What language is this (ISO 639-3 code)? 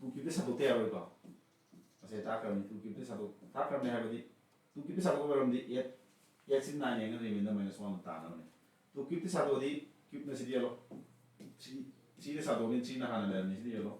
mni